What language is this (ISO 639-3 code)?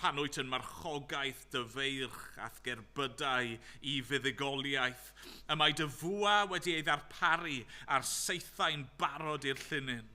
cym